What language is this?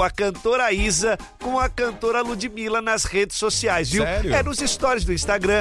Portuguese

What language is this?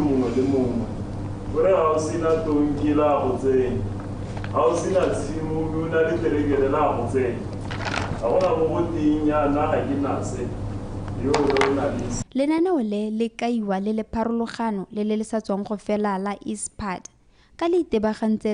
Tswana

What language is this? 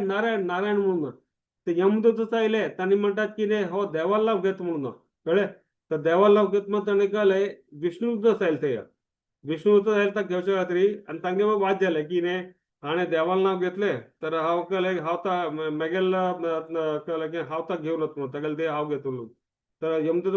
Konkani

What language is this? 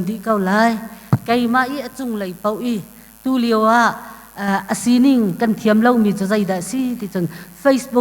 Hakha Chin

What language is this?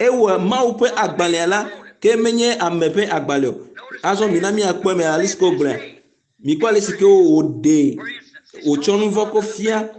Ewe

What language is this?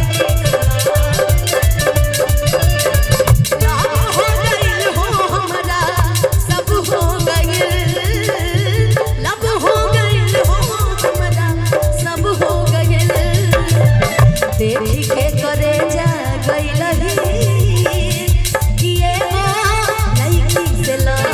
Bhojpuri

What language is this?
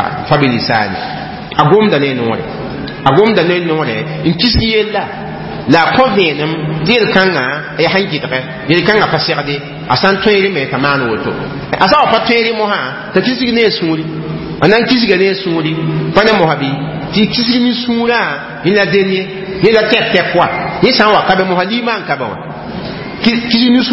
Mossi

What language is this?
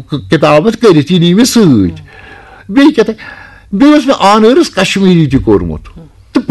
Kashmiri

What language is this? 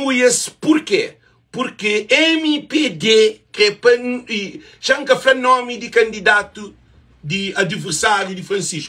Kabuverdianu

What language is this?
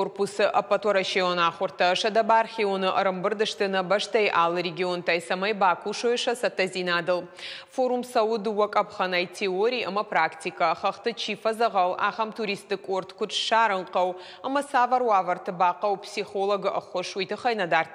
Ossetic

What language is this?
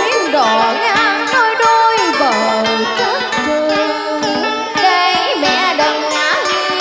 Vietnamese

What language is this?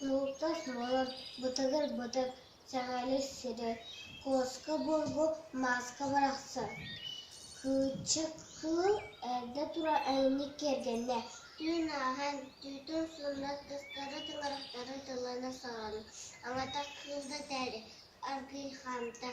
Yakut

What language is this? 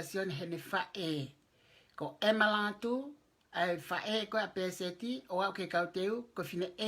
Tongan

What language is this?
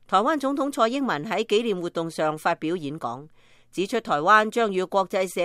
Cantonese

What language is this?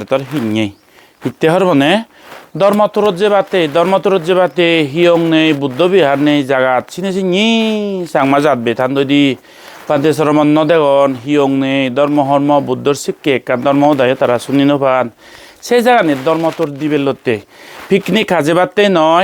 Chakma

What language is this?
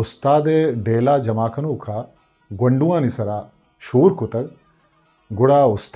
Eastern Balochi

